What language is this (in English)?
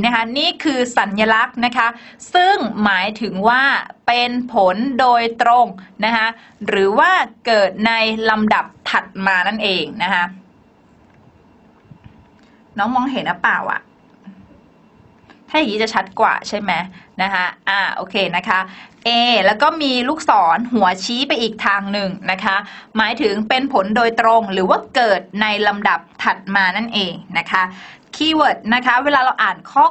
Thai